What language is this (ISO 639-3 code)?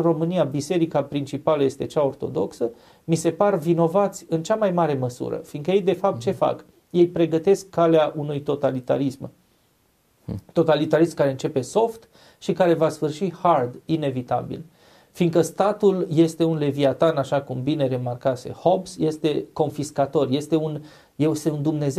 ron